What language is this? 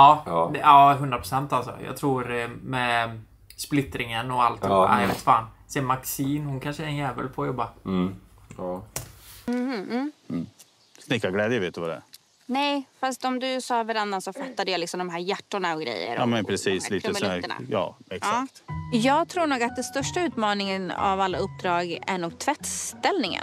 Swedish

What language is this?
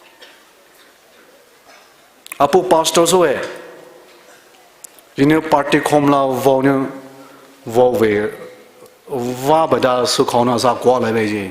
Poumei Naga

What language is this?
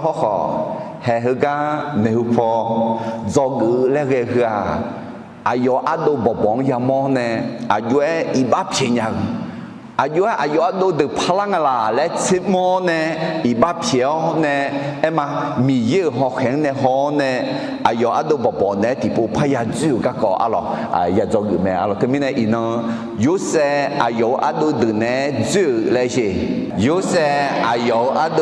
Akha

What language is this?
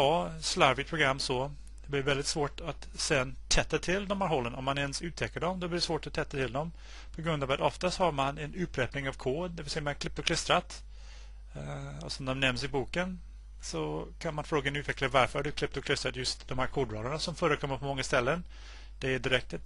Swedish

